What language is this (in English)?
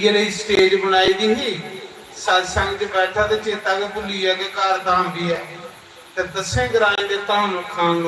Dogri